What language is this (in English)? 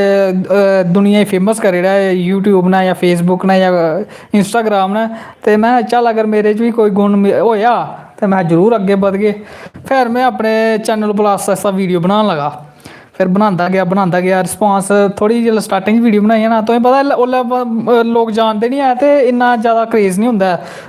Dogri